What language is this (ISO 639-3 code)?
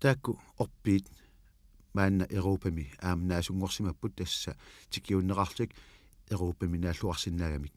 kal